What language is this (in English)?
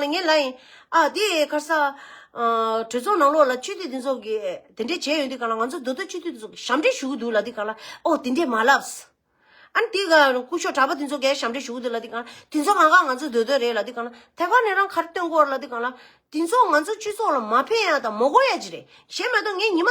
Tibetan